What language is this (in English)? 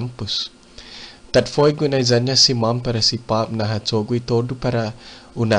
Chamorro